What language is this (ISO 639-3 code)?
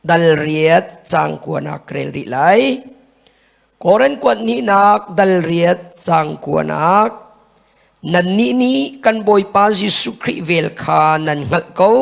cnh